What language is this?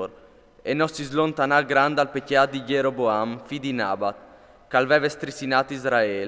Friulian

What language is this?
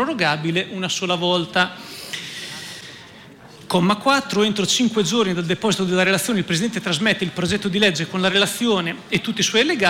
Italian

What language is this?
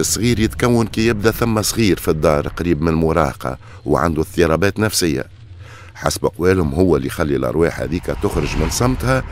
Tunisian Arabic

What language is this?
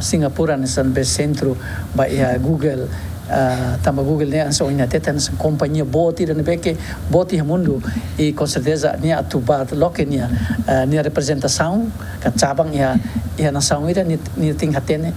Tetum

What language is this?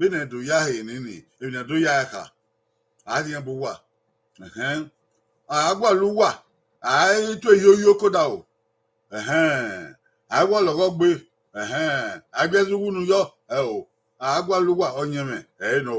Bini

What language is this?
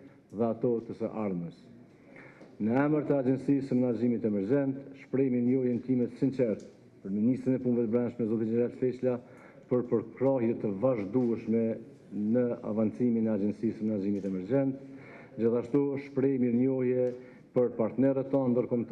Albanian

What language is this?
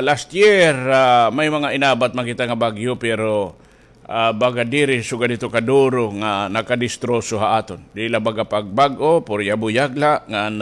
Waray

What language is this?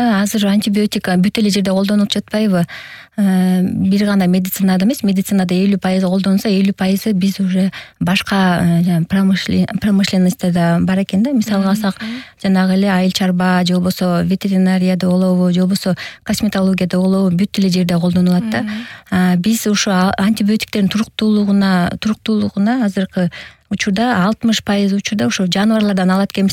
Kyrgyz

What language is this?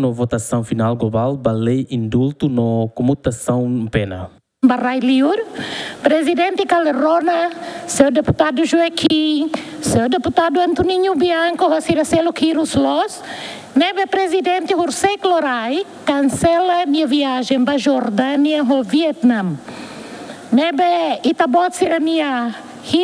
Tetum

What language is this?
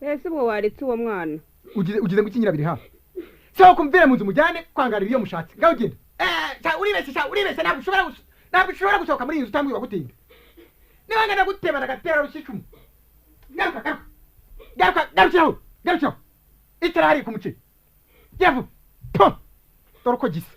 Kinyarwanda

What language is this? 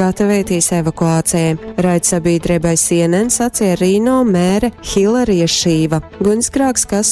Latgalian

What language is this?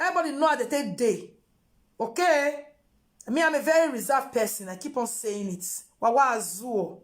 Nigerian Pidgin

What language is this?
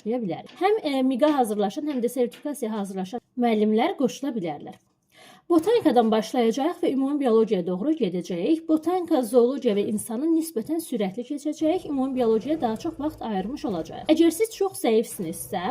Azerbaijani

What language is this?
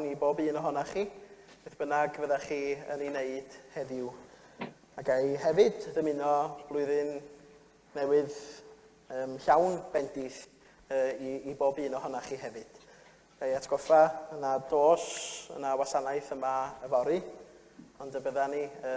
Welsh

